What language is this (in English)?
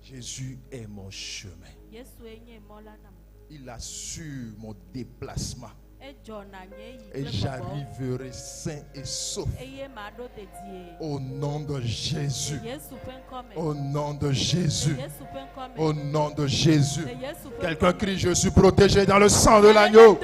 Ewe